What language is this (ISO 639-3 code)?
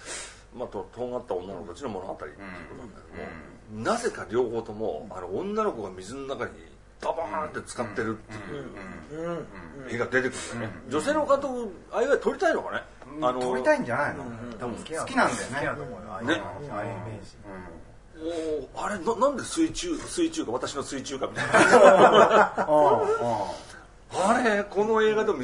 jpn